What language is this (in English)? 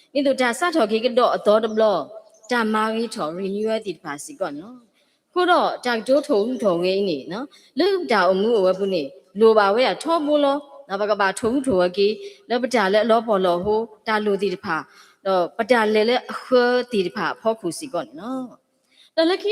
S'gaw Karen